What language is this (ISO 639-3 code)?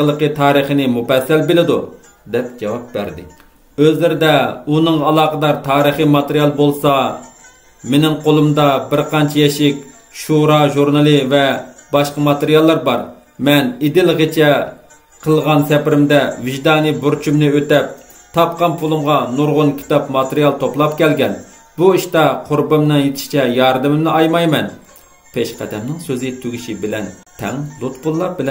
uig